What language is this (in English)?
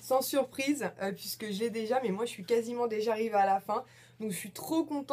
French